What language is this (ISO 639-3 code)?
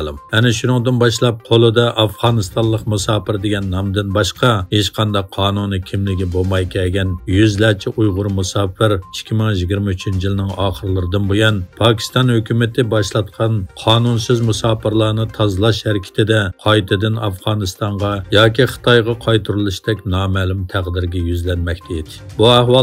uig